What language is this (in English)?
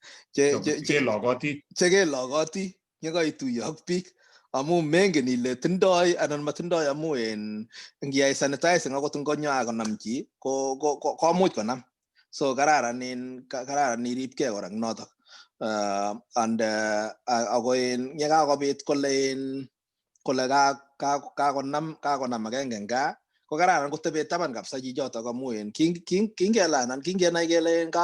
Kalenjin